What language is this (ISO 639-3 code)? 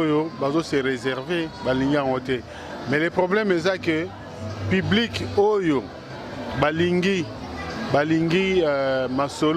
lin